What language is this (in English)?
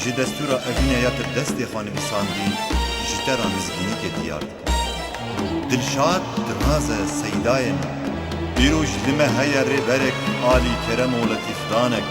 Kurdish